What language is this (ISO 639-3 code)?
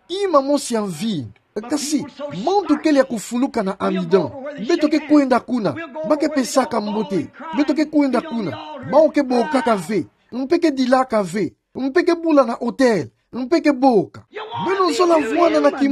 ktu